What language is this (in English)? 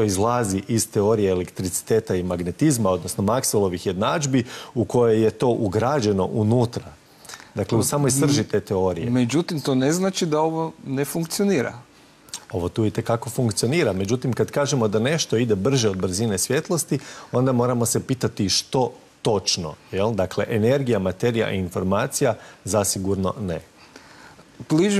Croatian